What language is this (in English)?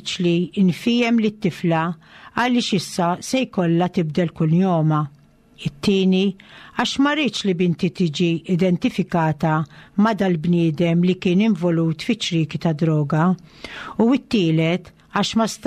Maltese